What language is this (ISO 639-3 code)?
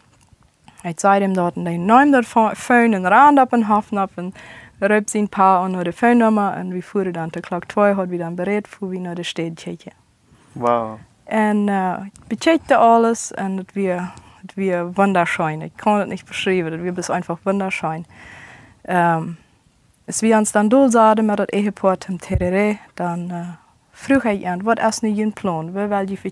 pdt